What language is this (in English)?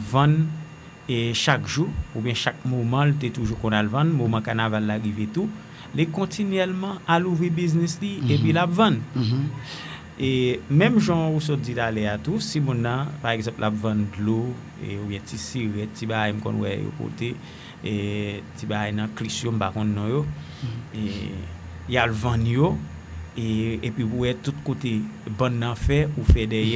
Haitian Creole